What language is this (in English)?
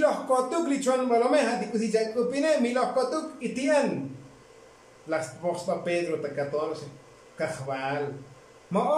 Tzotzil